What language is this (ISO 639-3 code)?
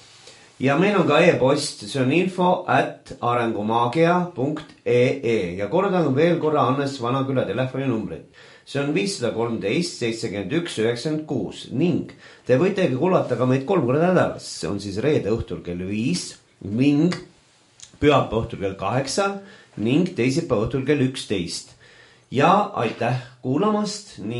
est